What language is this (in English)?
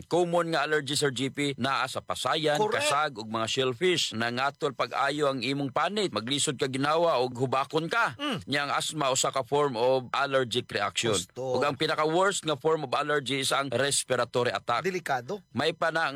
Cebuano